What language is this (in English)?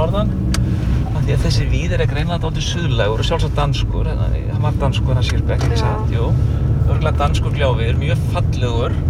Icelandic